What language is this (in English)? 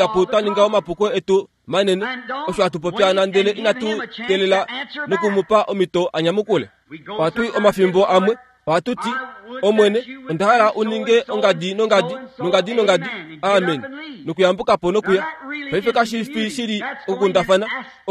Kuanyama